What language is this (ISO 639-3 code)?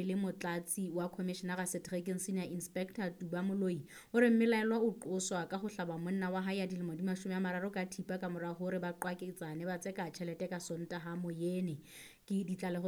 sot